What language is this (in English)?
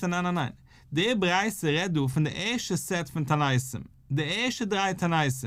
Yiddish